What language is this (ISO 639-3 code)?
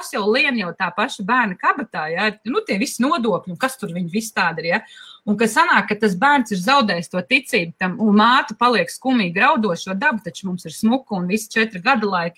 lav